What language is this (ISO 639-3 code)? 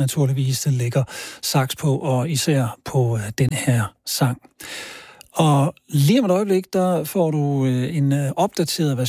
dan